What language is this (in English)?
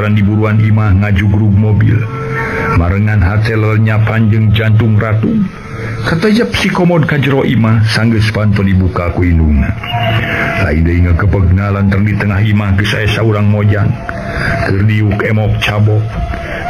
Sundanese